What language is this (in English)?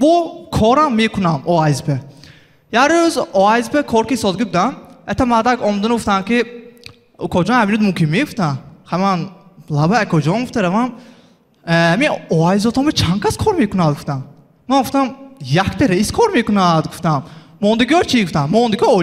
Tajik